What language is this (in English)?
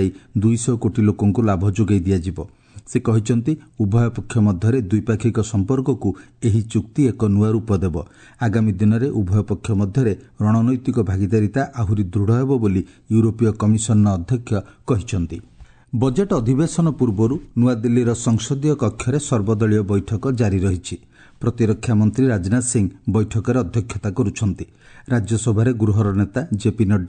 Odia